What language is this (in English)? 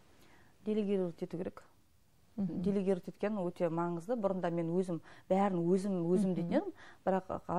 Kazakh